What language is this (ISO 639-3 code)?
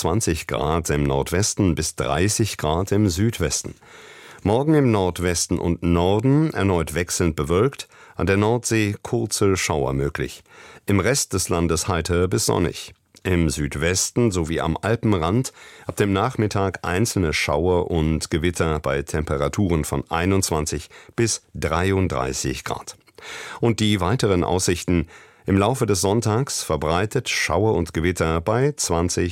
deu